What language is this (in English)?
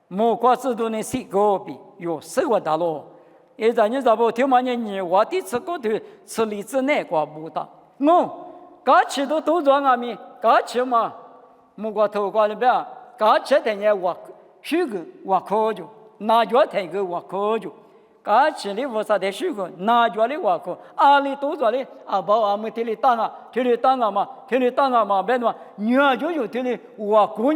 Lisu